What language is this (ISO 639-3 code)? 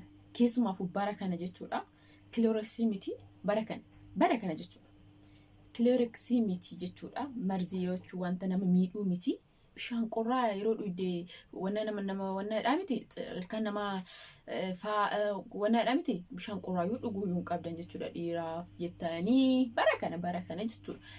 orm